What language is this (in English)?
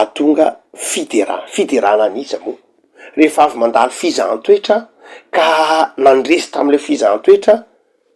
Malagasy